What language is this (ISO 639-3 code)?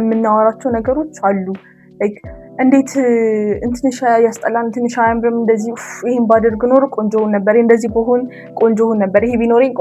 amh